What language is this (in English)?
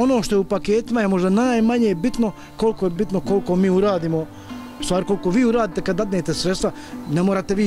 Bosnian